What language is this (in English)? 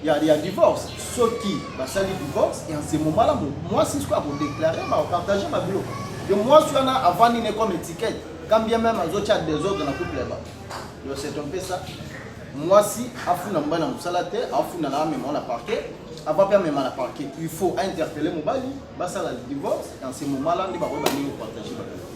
Lingala